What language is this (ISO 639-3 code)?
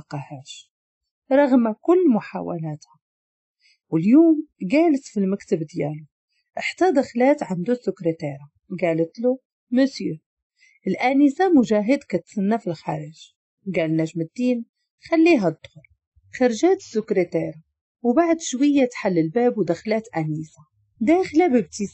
ary